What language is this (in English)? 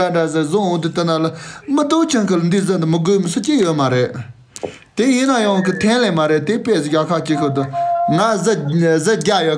Tibetan